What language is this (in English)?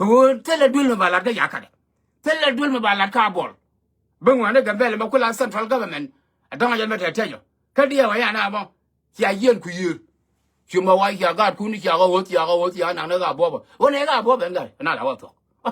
Nuer